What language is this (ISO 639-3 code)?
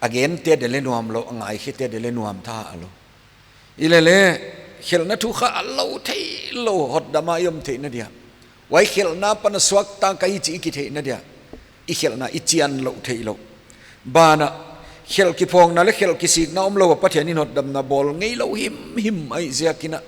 pck